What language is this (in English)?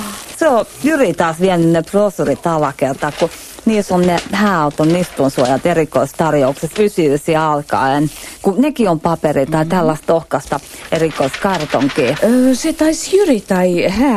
Finnish